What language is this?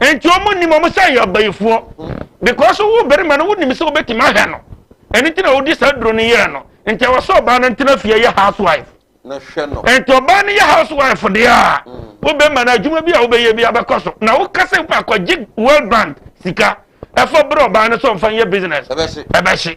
Akan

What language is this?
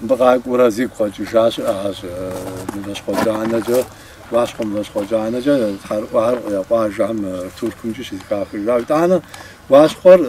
Kabardian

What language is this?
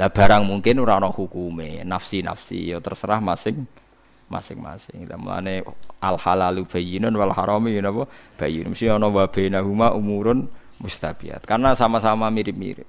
Javanese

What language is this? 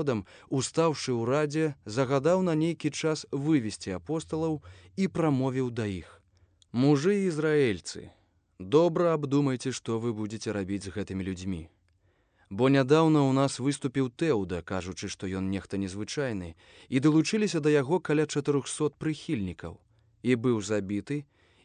Belarusian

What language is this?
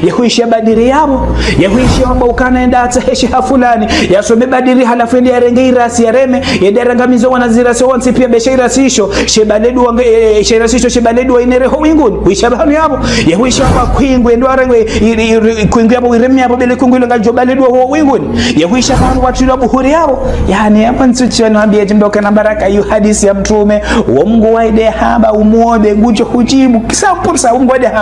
Ngazidja Comorian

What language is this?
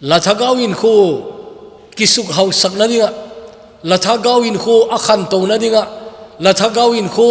Thado Chin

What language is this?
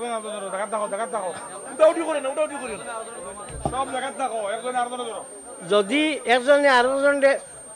Sylheti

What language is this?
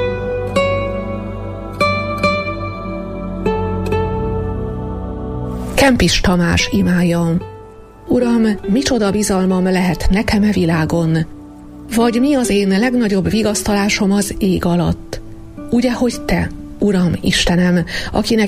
Hungarian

